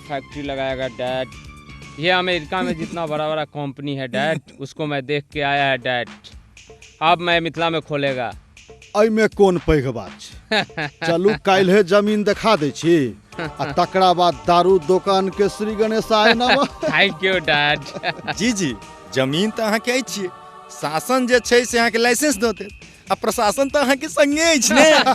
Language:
Maithili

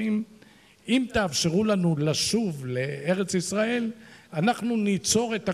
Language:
Hebrew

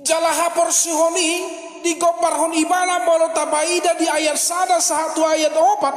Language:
Batak Toba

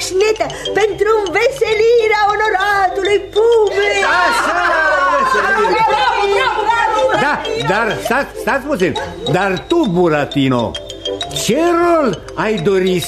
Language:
Romanian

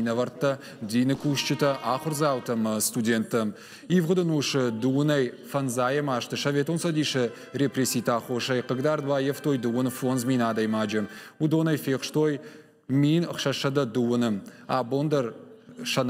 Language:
Ossetic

